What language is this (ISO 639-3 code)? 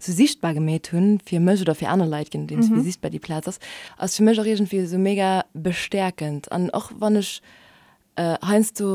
ltz